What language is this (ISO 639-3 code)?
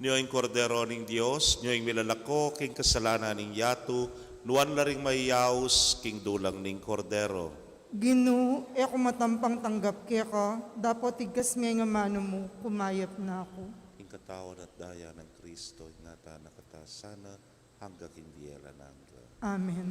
pam